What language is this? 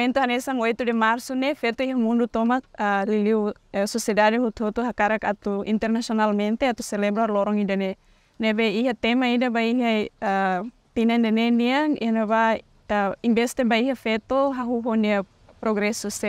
Tetum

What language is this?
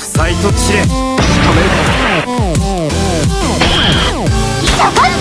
Japanese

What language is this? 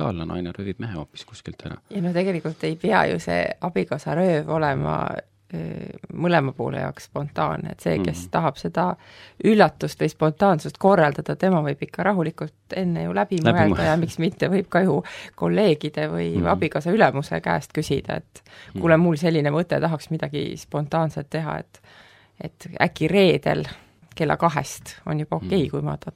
Estonian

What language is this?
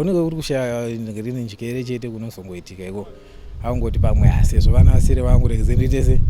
Shona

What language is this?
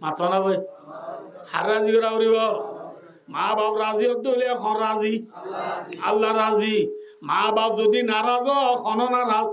Rohingya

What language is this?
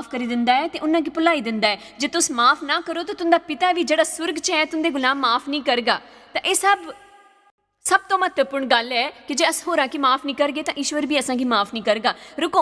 Dogri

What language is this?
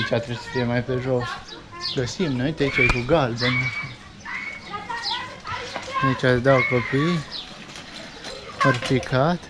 Romanian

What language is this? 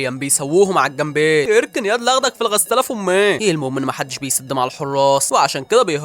Egyptian Arabic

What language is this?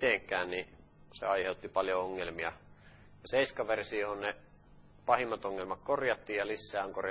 Finnish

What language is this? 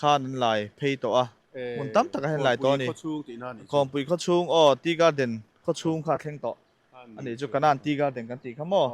Mizo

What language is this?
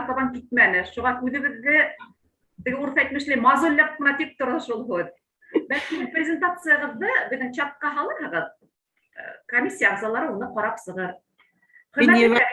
Bashkir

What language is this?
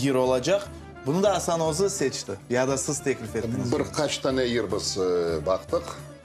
Crimean Tatar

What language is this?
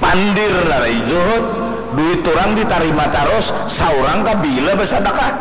Banjar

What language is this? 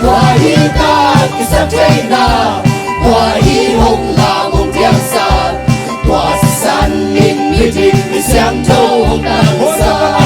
Tedim Chin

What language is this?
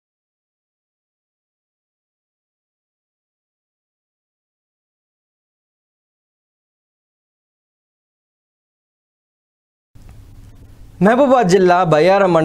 Telugu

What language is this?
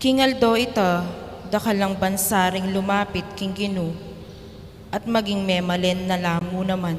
Pampanga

